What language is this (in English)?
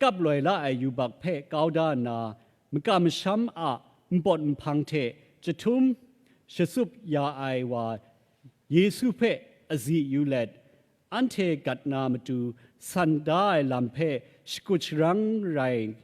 Kachin